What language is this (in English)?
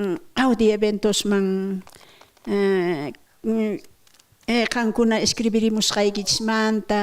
South Bolivian Quechua